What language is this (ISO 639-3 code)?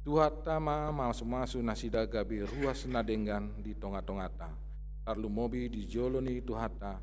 bbc